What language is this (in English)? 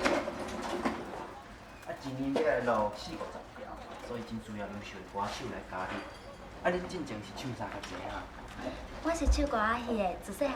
Min Nan Chinese